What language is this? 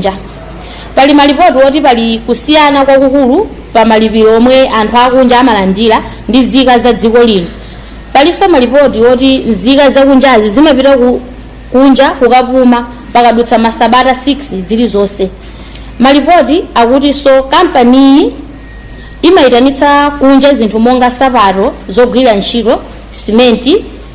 Nyanja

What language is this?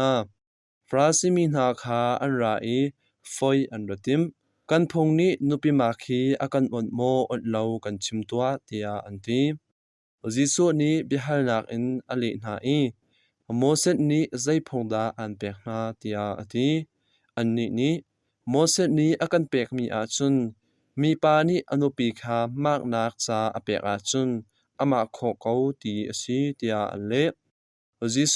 Hakha Chin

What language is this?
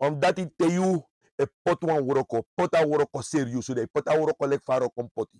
Sranan Tongo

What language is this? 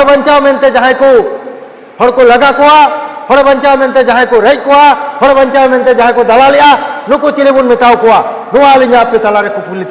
Santali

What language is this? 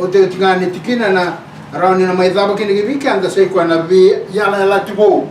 Fijian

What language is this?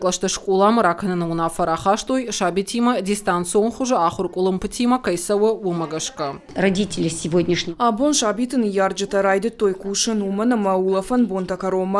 Ossetic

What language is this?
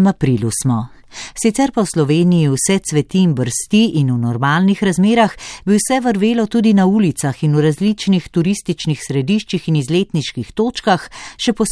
Slovenian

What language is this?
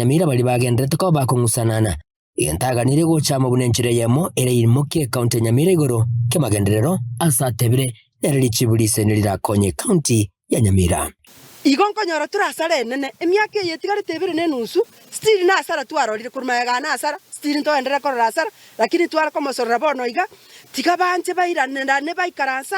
Gusii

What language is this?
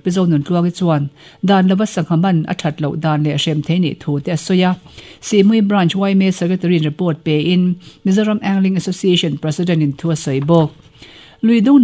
Mizo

